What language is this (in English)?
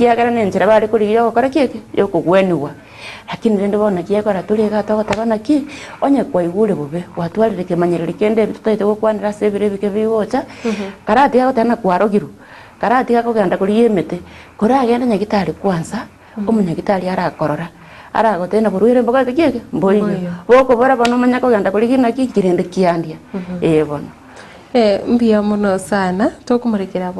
Gusii